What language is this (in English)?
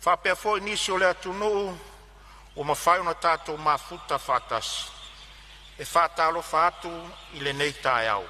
Samoan